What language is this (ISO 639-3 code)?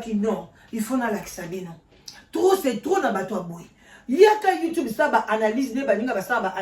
lin